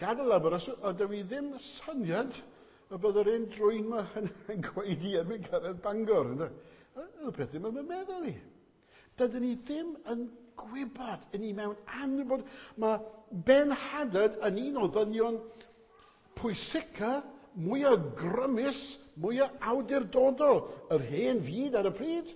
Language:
Welsh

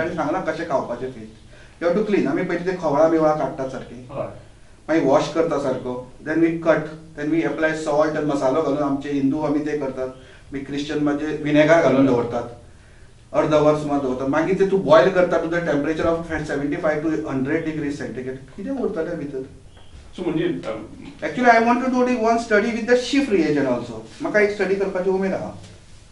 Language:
Konkani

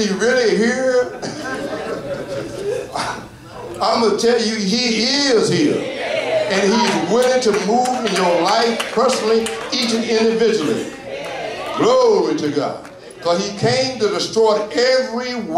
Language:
English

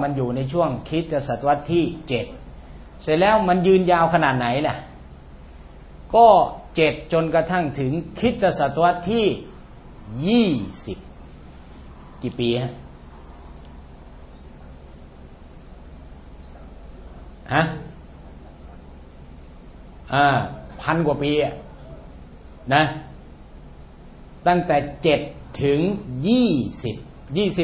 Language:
Thai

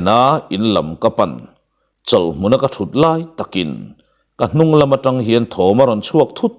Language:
Mizo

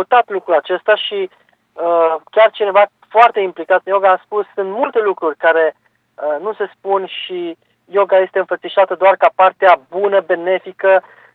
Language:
Romanian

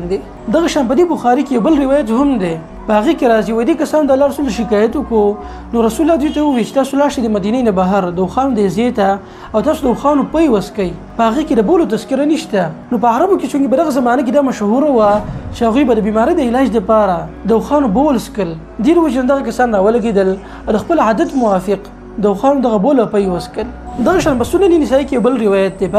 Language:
Pashto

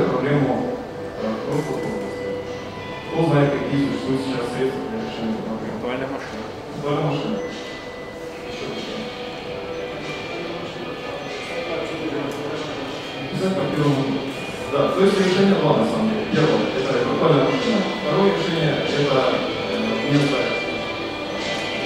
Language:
Russian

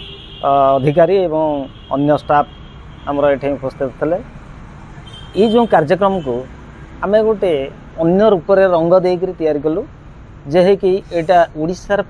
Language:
Odia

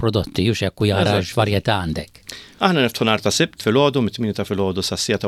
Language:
Maltese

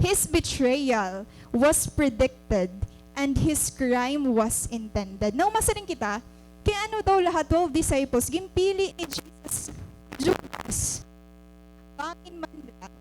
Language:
Waray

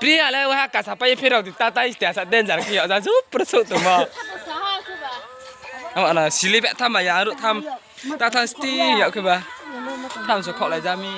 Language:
Riang (India)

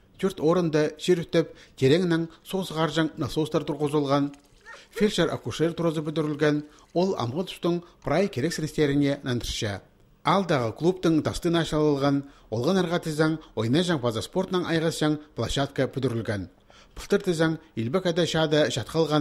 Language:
Khakas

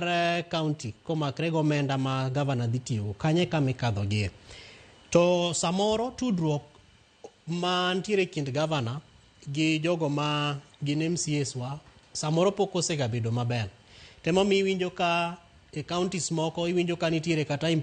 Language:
Luo (Kenya and Tanzania)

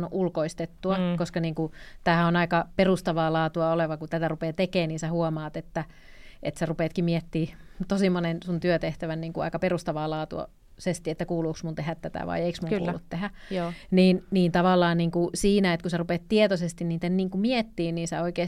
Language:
Finnish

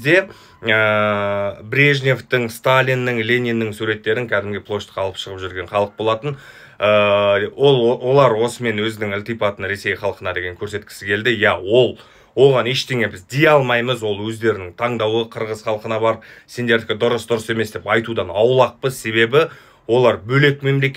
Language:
Kazakh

